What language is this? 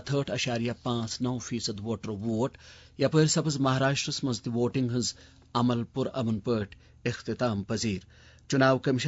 Kashmiri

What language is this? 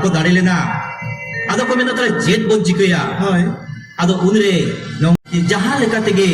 Santali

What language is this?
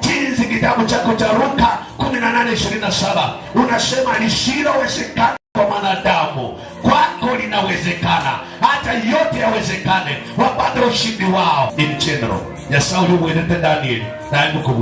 Gusii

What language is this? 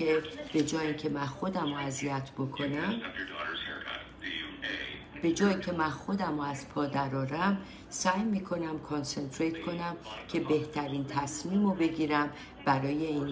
Persian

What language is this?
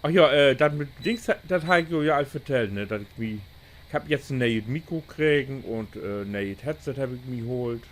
Low German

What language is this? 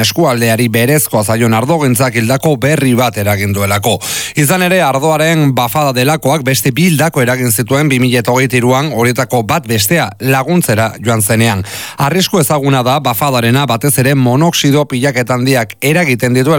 Basque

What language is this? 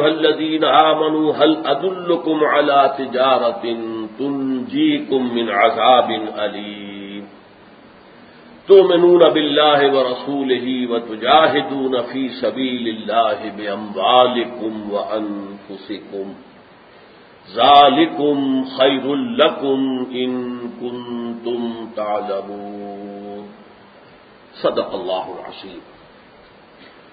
Urdu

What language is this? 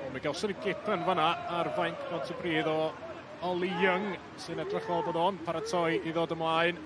Welsh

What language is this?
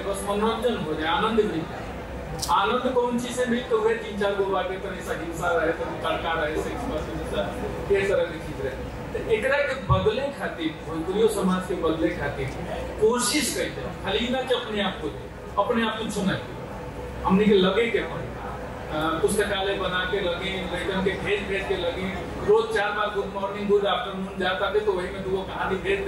Bhojpuri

